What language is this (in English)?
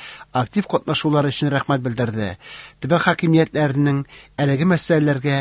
Tatar